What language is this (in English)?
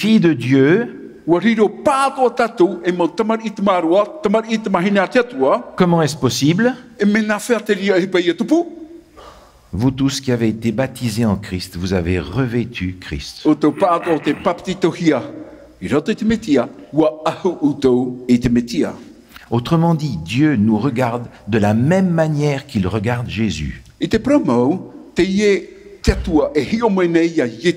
Tahitian